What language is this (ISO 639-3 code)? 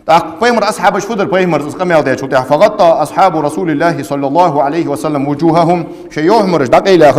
inh